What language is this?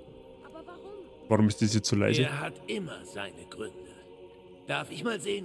Bavarian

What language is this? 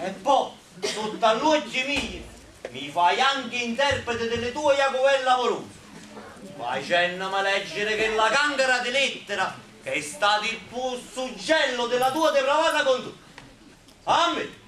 Neapolitan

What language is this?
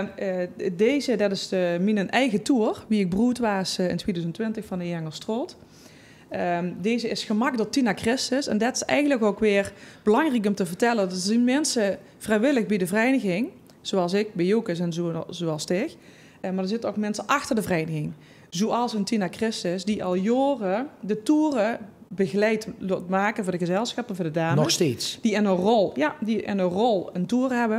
Limburgish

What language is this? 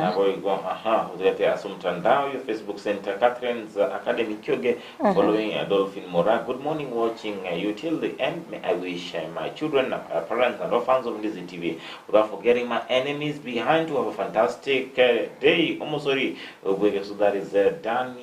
Gusii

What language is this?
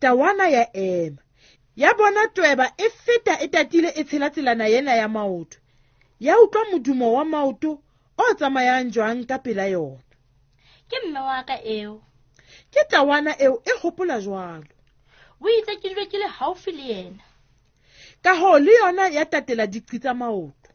Southern Sotho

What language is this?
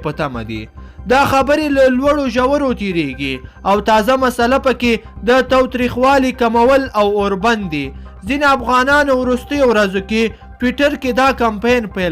Pashto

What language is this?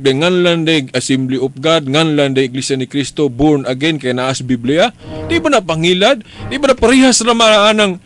Cebuano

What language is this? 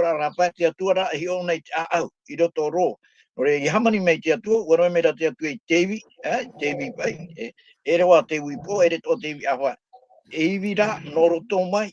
Tahitian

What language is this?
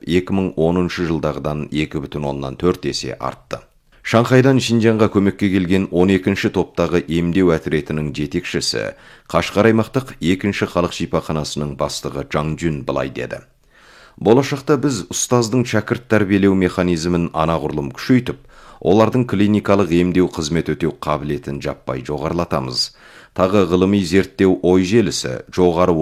Kazakh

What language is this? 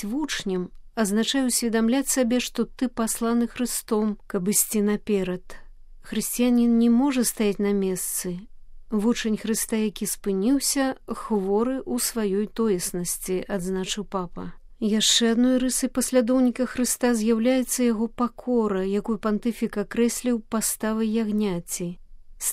Belarusian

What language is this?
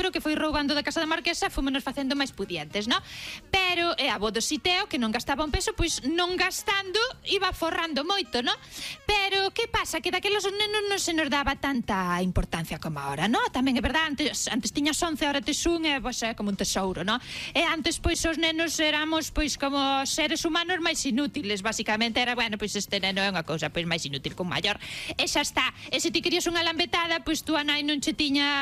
Galician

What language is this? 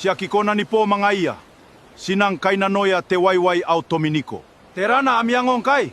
Gilbertese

